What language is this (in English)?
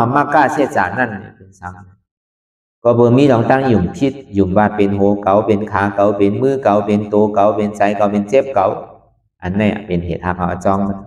Shan